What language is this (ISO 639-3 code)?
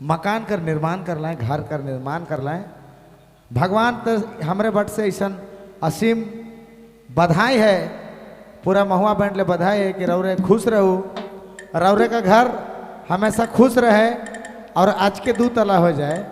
sck